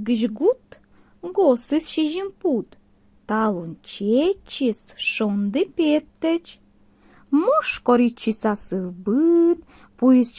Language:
Komi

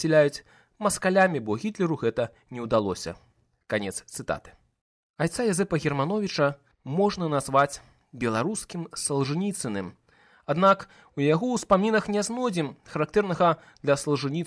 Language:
Belarusian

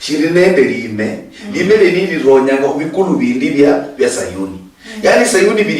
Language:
Luyia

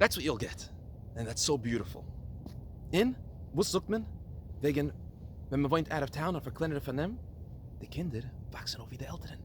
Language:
Yiddish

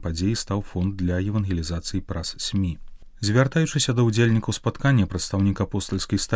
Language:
Belarusian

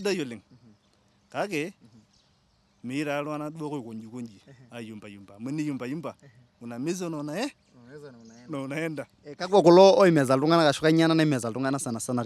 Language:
Masai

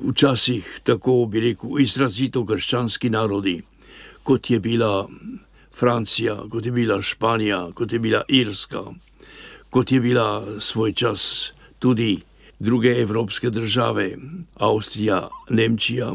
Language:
Slovenian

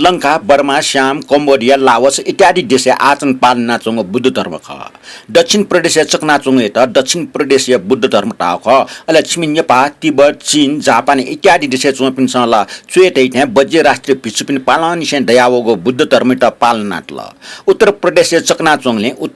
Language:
Newari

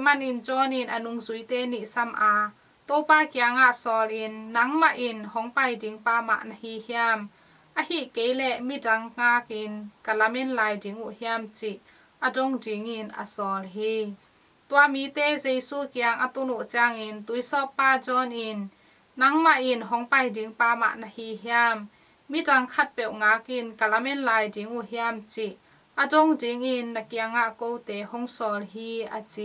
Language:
Tedim Chin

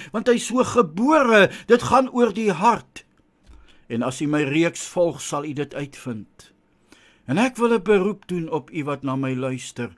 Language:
Afrikaans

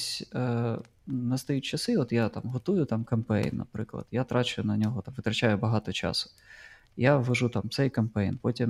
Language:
Ukrainian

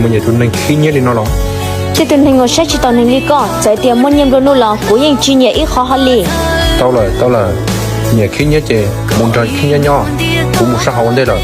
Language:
Hmong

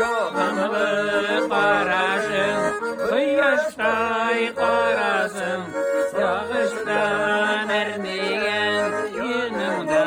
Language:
Tatar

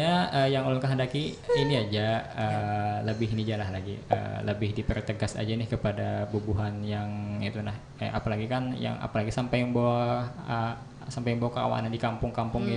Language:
Banjar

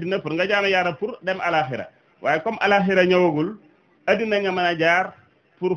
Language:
Wolof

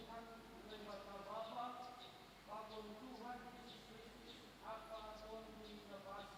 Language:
Batak Simalungun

